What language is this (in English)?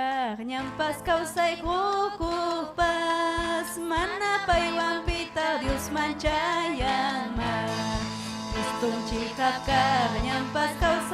Ayacucho Quechua